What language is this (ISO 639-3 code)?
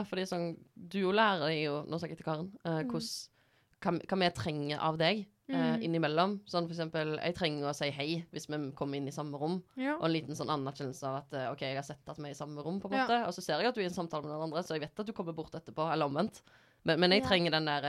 nor